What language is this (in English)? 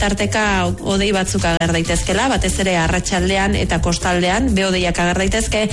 Basque